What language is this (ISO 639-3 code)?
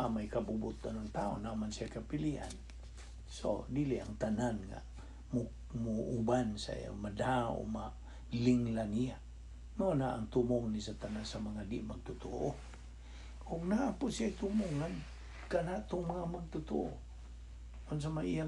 ceb